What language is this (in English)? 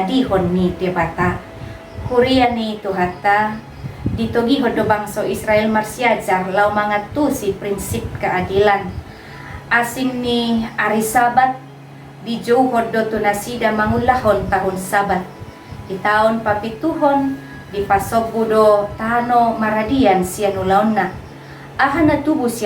Batak Toba